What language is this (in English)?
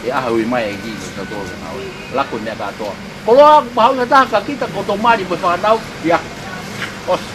Tongan